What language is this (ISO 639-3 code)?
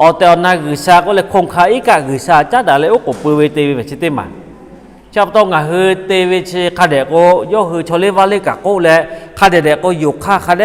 lhu